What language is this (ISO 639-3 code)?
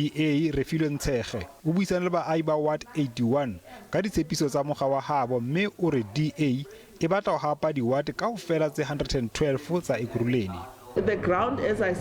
sot